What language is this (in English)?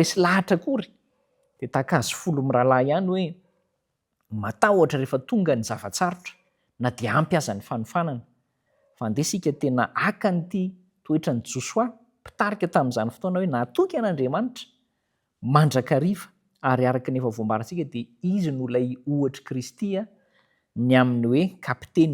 Malagasy